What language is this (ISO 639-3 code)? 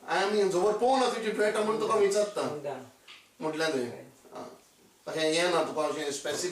kok